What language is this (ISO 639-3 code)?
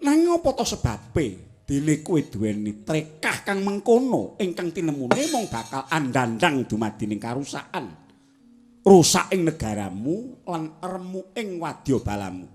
jav